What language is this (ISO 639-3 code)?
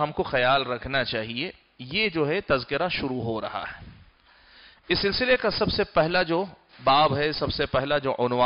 urd